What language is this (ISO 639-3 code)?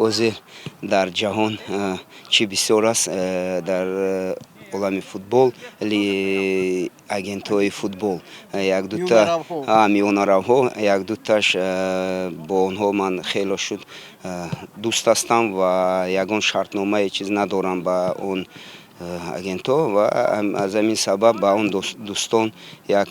tgk